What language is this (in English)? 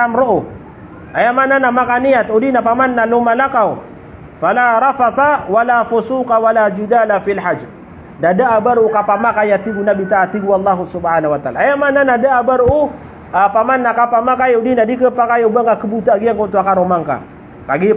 Maranao